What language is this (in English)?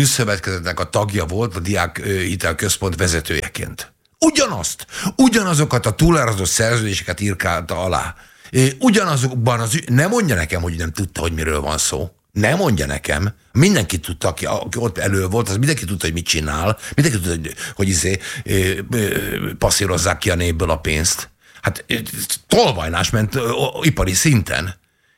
Hungarian